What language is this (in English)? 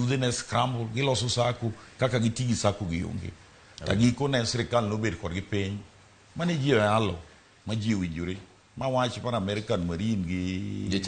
Luo (Kenya and Tanzania)